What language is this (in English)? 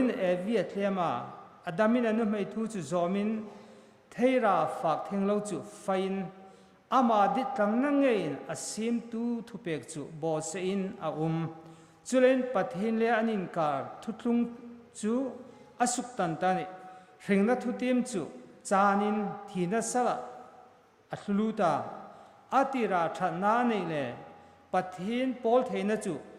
Hmar